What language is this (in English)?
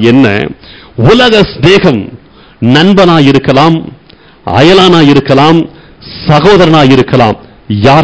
Tamil